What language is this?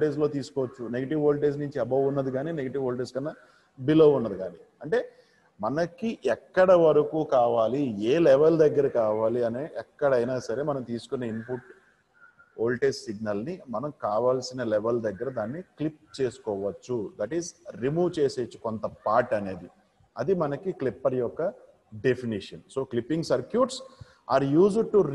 Telugu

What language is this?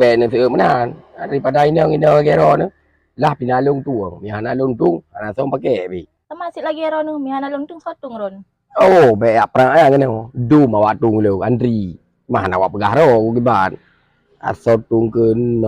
Achinese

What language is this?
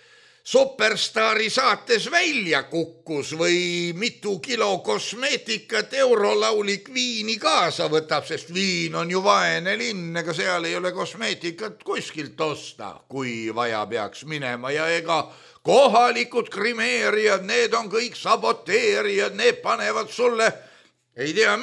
Estonian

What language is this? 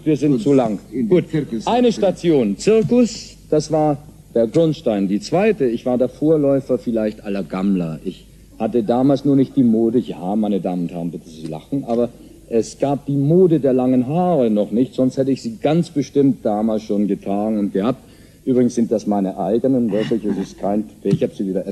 German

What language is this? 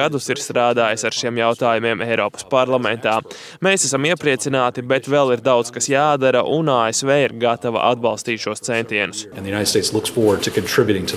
Latvian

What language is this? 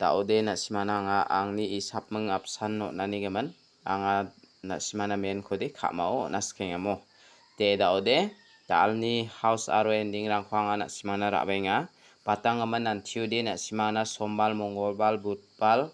Garo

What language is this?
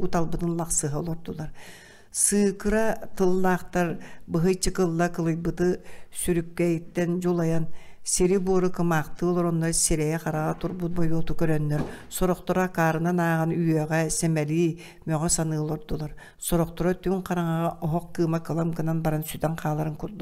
Yakut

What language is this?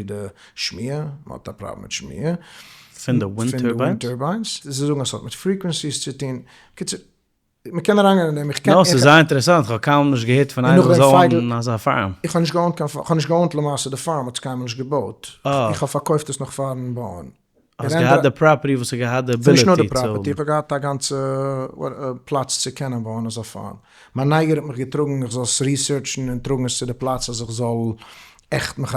Yiddish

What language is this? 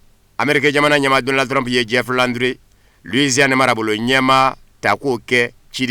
Bambara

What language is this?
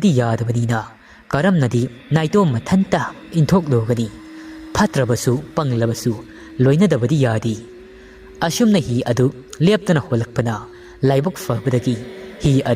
Manipuri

